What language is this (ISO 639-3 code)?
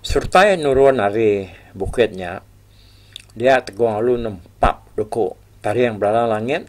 iba